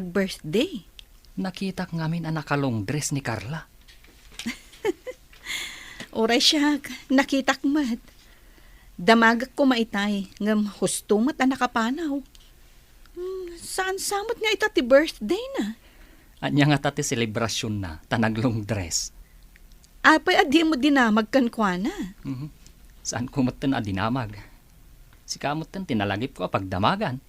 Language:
Iloko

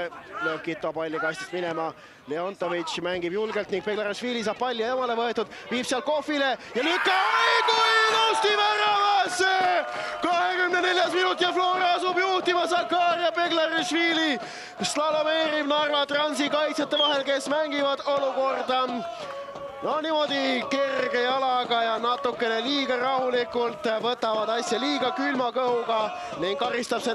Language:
Estonian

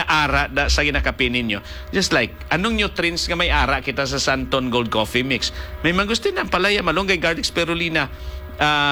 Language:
Hiligaynon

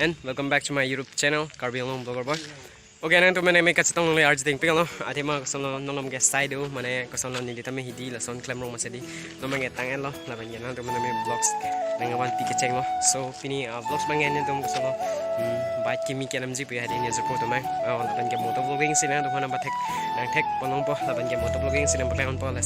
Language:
Karbi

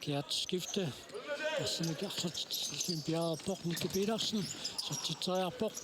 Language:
Kalaallisut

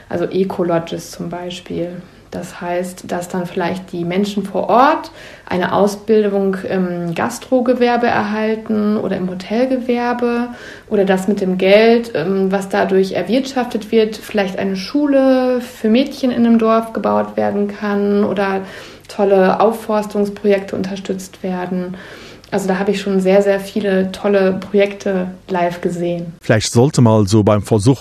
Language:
Luxembourgish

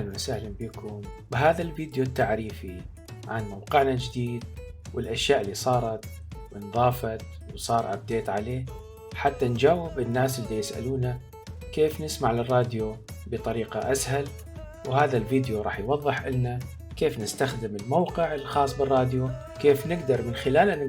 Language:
Mesopotamian Arabic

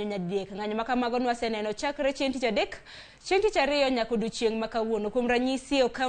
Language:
Luo (Kenya and Tanzania)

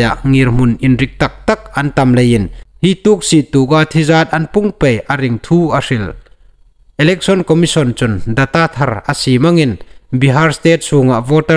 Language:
Hmar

